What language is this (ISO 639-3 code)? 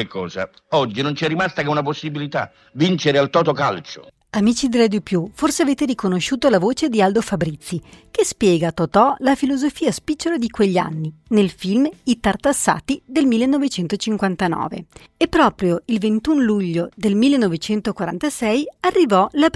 ita